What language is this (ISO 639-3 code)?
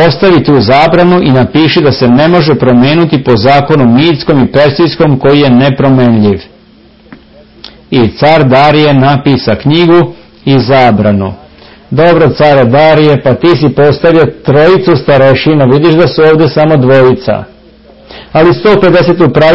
srp